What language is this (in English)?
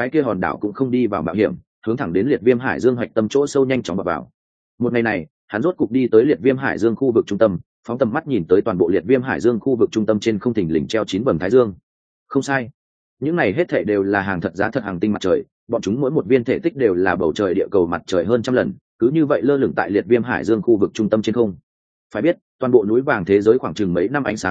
Vietnamese